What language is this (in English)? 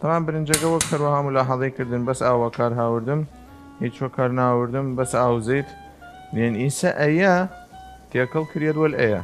Southern Kurdish